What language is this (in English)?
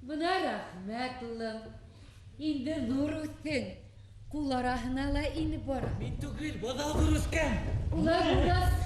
Bashkir